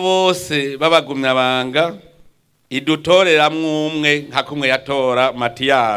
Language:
Rundi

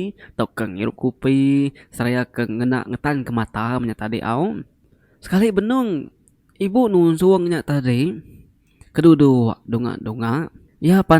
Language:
Iban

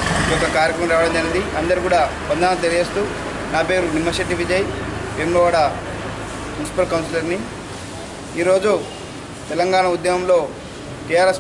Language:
Telugu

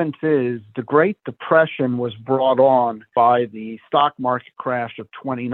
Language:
English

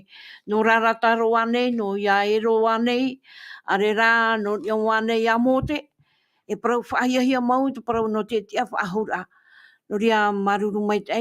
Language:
Tahitian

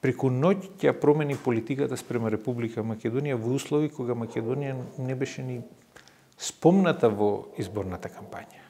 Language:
Macedonian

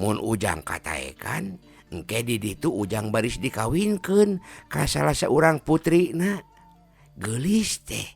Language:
Sundanese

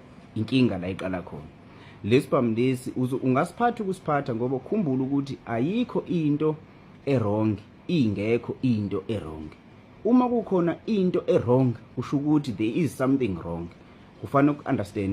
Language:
Zulu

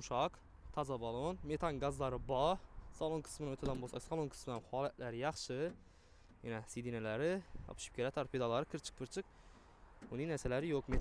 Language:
Uzbek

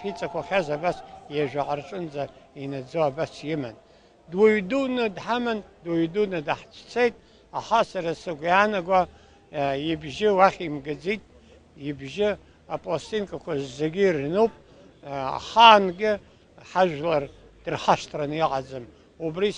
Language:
Abkhazian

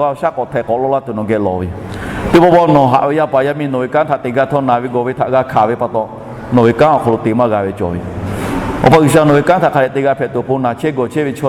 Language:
Lahu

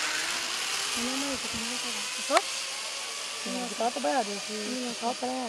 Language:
Hebrew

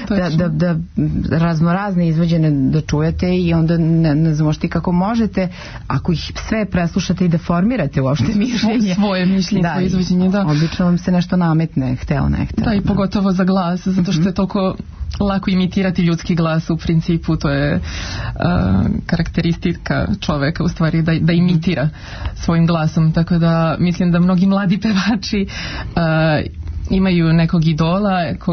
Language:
Serbian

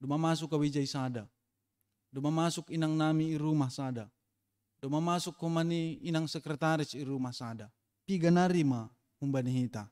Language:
Batak Simalungun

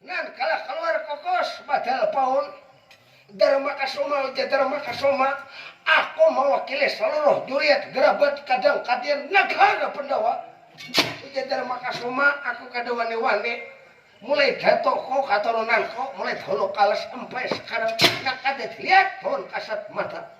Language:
Banjar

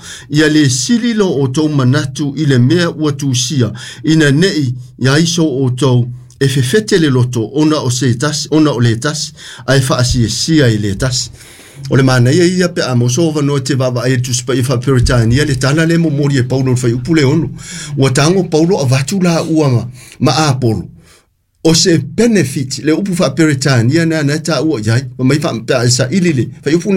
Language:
Samoan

